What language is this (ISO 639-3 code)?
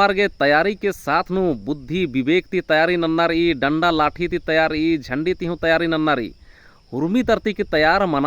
kru